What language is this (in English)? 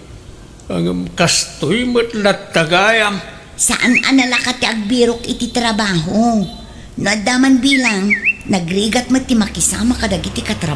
Iloko